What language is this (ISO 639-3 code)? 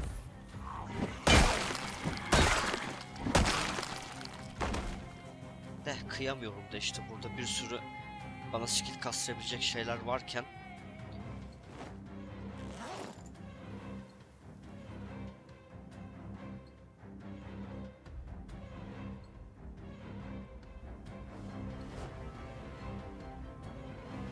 tur